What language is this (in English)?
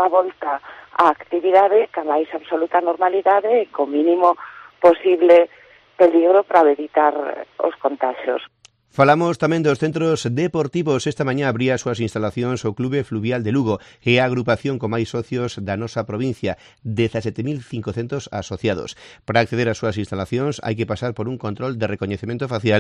Galician